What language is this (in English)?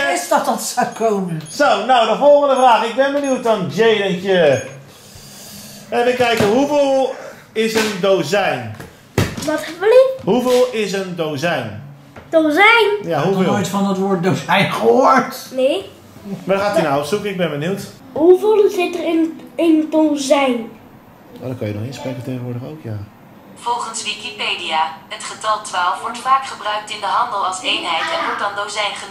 Dutch